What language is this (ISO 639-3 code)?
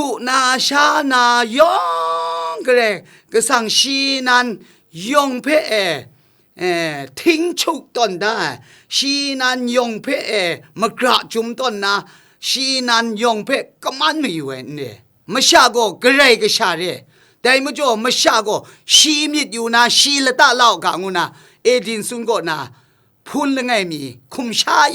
kac